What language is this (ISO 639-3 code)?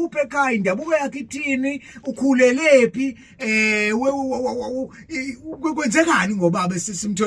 zul